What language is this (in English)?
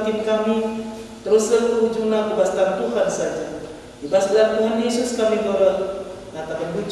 Batak Karo